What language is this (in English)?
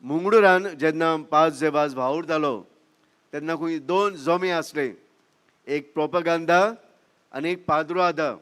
Konkani